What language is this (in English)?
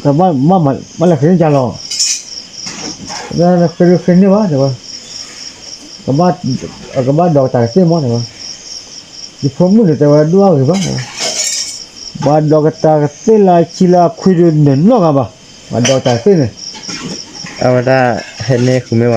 S'gaw Karen